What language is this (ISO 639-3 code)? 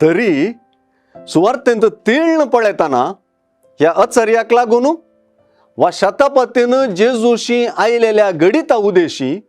kok